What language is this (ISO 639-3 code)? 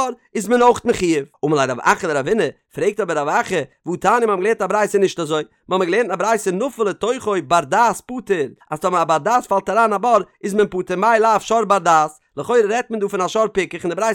yid